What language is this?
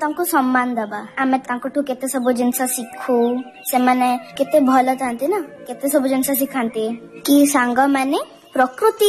Odia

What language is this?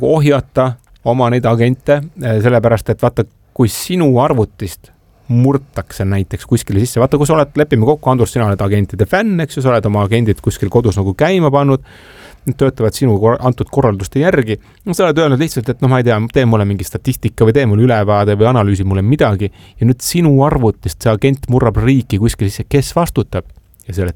Estonian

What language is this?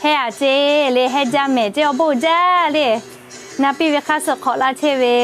Lahu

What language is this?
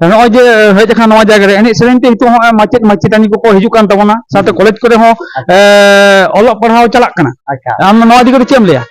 Santali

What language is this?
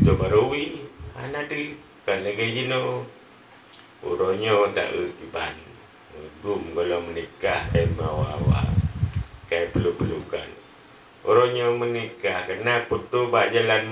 Achinese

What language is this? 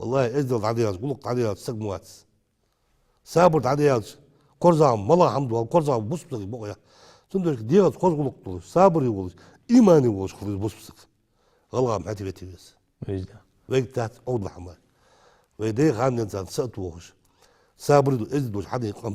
Ingush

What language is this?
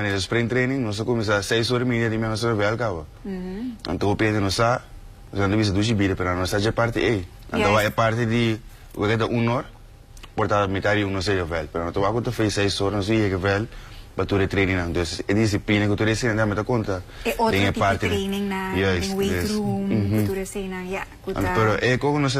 Papiamento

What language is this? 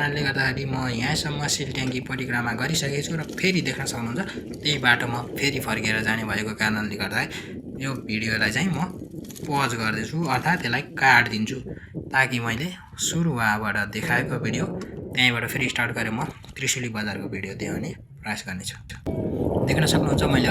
Nepali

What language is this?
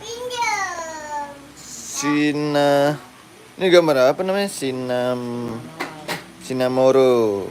Betawi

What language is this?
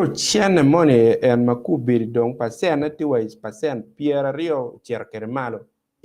Acoli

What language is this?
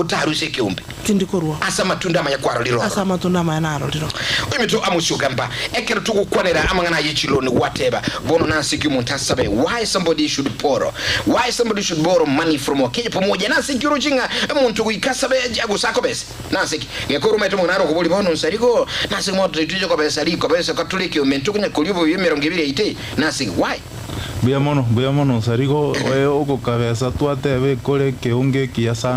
Gusii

